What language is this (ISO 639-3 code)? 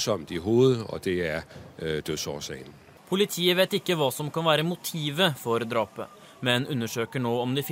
nor